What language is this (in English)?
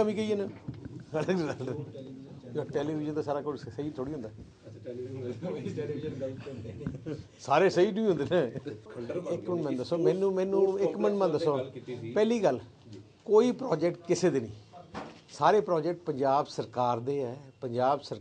Punjabi